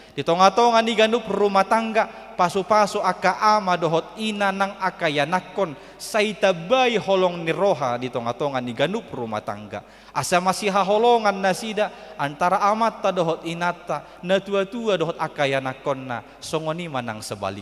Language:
Batak Toba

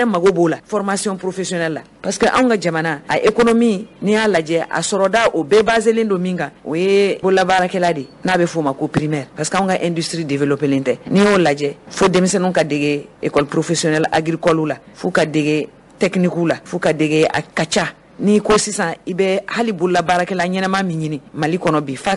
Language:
Bambara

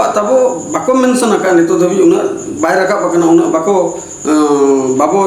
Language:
Santali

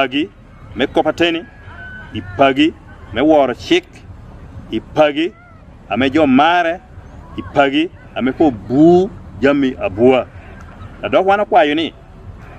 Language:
Lango (Uganda)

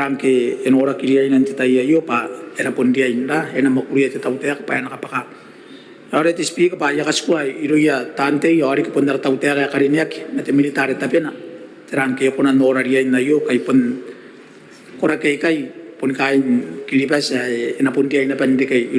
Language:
Gilbertese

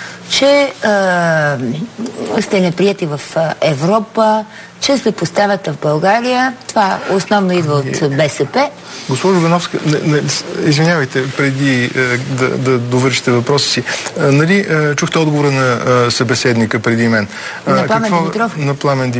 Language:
Bulgarian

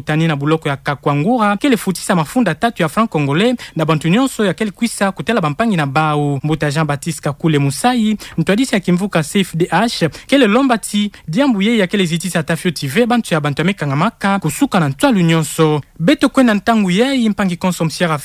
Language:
Kituba (Democratic Republic of Congo)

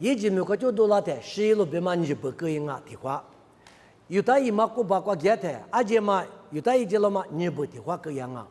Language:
Lisu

